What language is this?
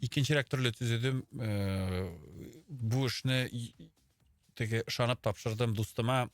Tatar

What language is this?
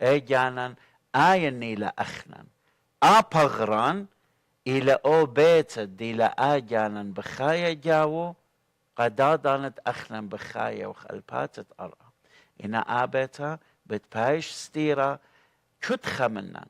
Assyrian Neo-Aramaic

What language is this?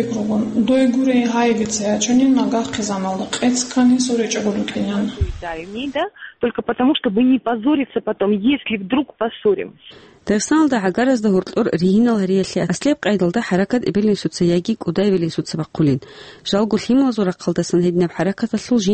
Avaric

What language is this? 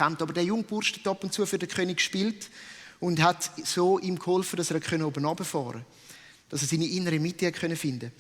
Swiss German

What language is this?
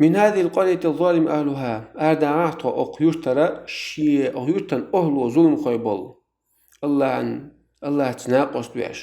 Chechen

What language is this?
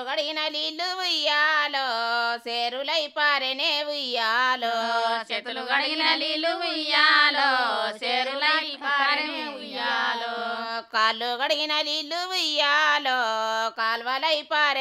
Telugu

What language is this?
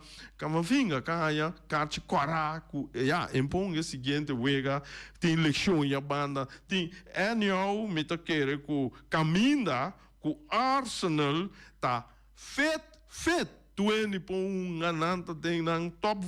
Papiamento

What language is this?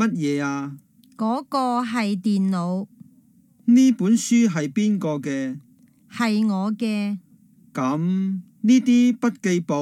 Cantonese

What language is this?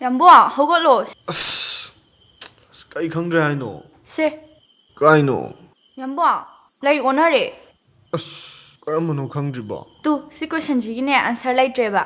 Manipuri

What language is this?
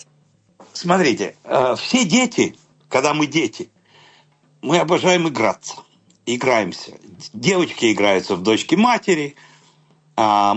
Russian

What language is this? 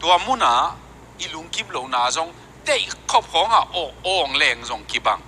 Tedim Chin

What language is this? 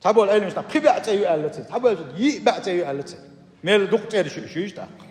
Chechen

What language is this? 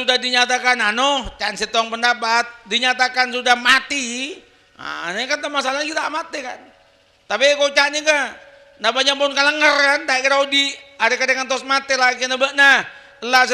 Madurese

